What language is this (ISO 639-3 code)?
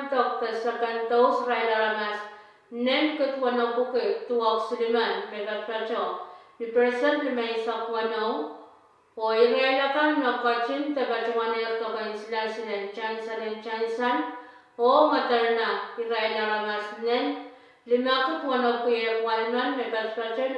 pon